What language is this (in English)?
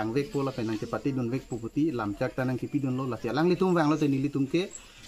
Karbi